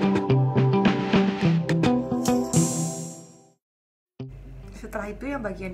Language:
Indonesian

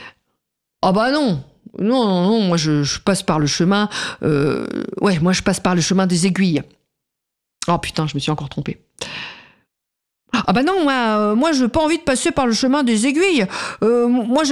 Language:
French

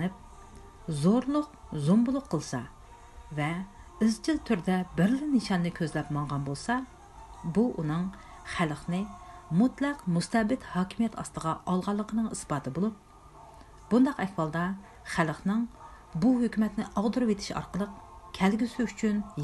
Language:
Uyghur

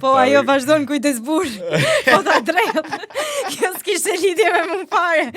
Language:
Albanian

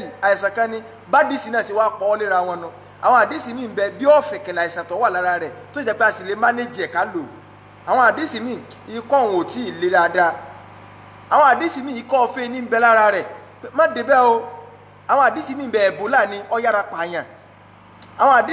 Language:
Yoruba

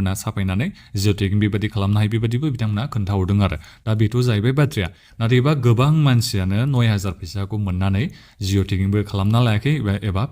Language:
Bodo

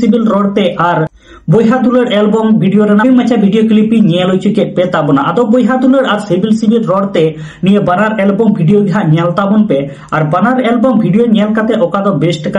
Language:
Santali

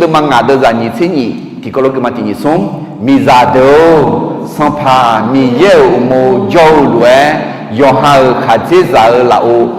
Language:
Akha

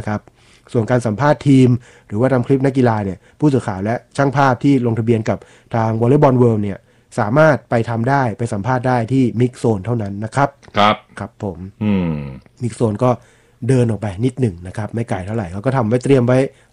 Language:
Thai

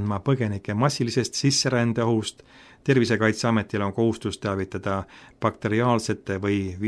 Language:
Estonian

